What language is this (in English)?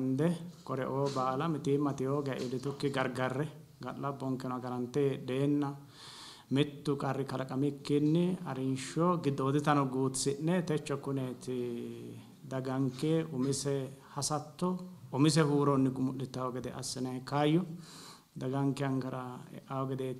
Sidamo